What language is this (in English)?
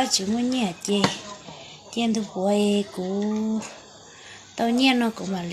Hmong